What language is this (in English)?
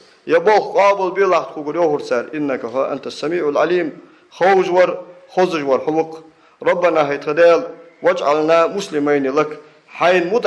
Ingush